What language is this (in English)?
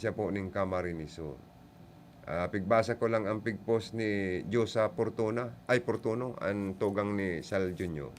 Bikol